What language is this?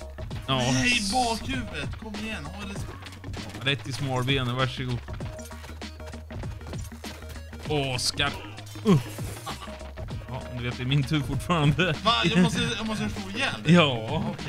Swedish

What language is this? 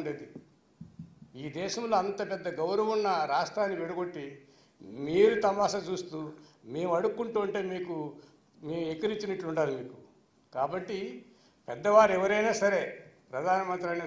Telugu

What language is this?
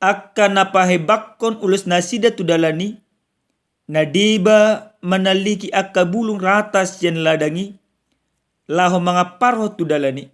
Batak Toba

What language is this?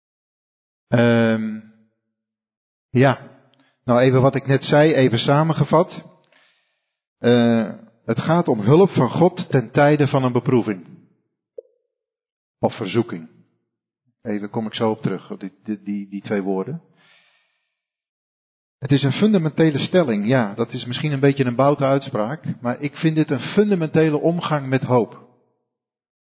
Dutch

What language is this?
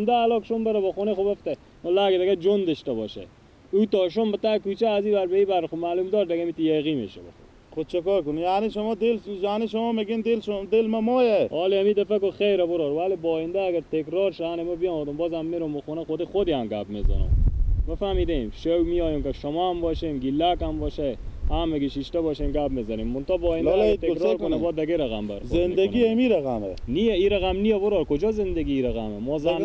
Persian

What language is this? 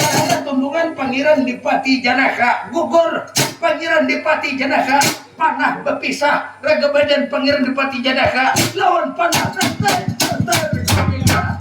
Banjar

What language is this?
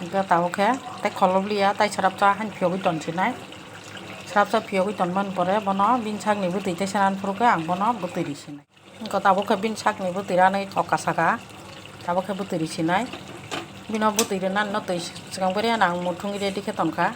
Kok Borok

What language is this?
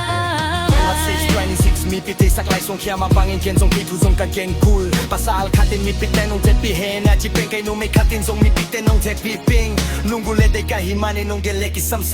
Tedim Chin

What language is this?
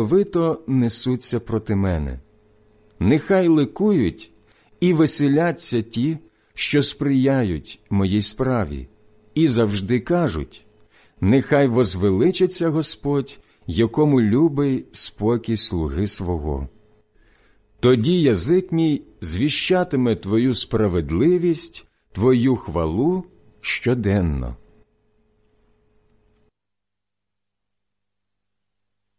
Ukrainian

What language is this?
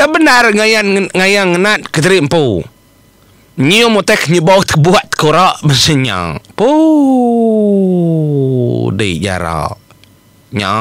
Iban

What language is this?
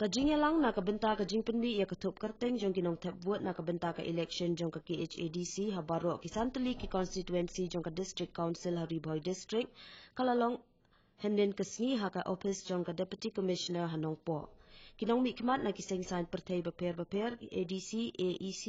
Khasi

